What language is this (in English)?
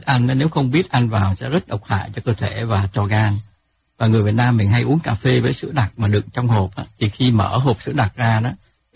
Vietnamese